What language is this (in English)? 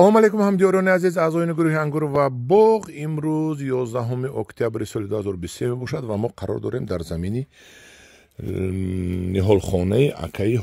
Tajik